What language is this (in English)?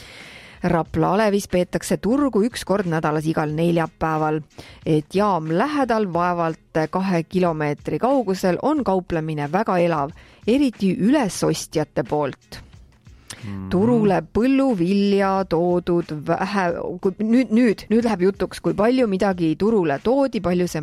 Estonian